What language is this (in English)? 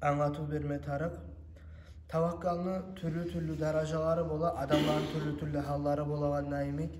Kumyk